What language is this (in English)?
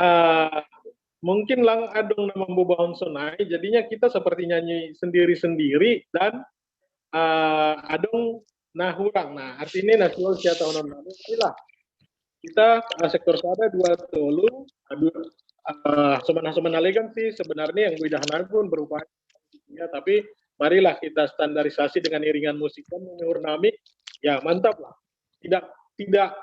Batak Simalungun